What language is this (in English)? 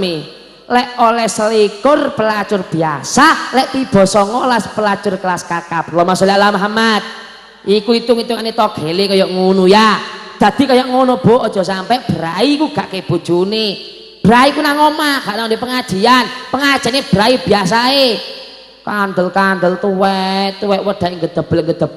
Javanese